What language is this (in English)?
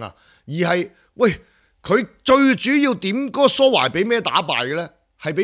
Cantonese